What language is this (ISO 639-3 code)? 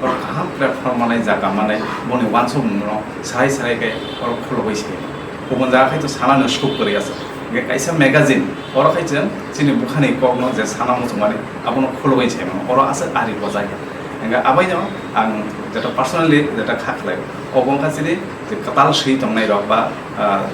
trp